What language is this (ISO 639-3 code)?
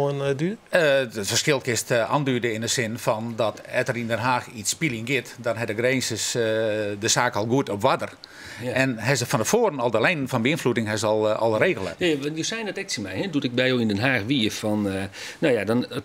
fry